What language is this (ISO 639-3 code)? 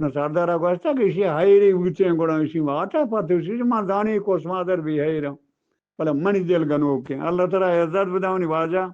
bgp